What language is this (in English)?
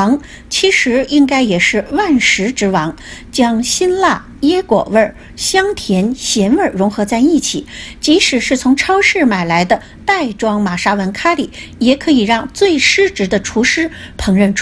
Chinese